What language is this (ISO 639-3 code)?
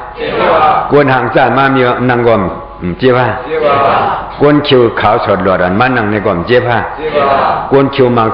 shn